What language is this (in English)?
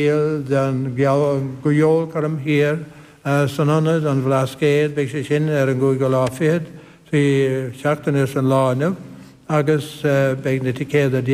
Irish